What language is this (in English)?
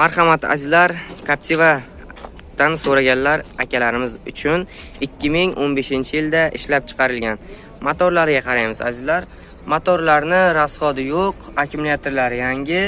Uzbek